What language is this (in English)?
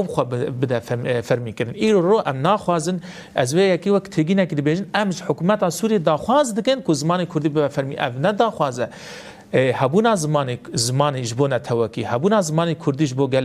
Kurdish